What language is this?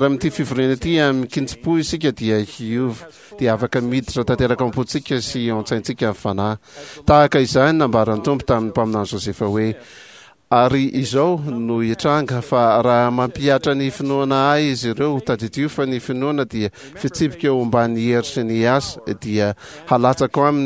Malagasy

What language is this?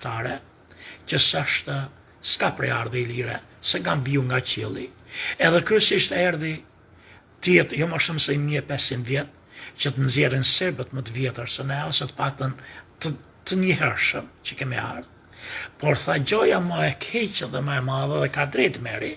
Albanian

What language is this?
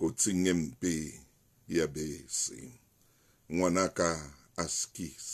Southern Sotho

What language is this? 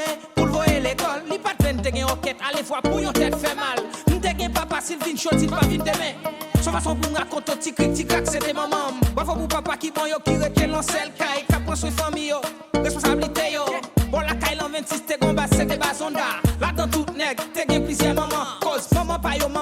Haitian Creole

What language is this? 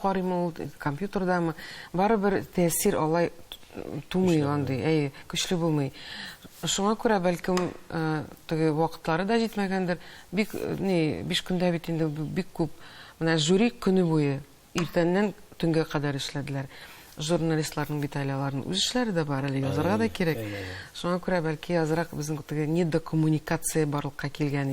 Tatar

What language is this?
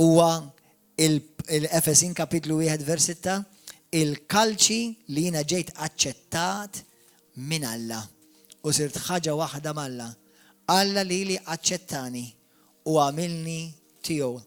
Maltese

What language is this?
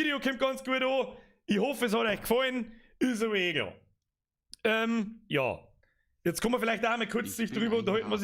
Bavarian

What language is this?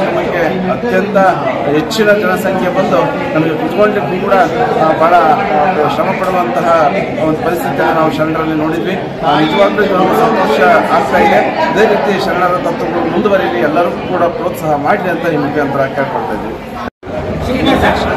Kannada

